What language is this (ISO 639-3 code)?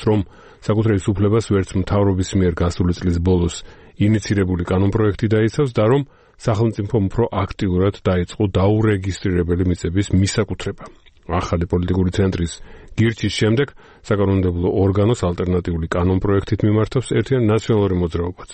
kat